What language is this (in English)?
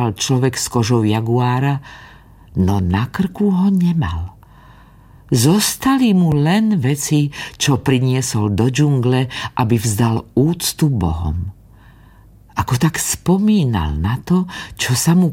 Slovak